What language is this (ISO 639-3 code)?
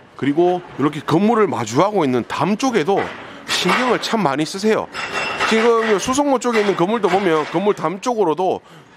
kor